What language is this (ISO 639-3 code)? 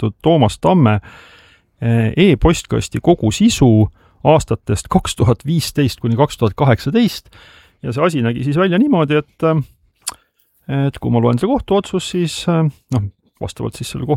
est